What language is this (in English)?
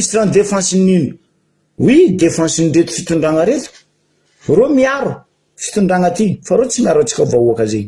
Malagasy